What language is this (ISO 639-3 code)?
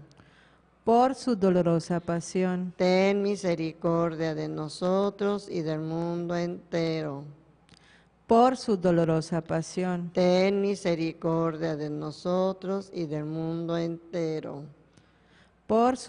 spa